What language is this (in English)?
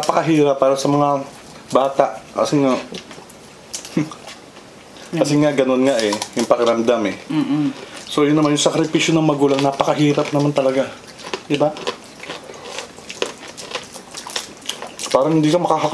Filipino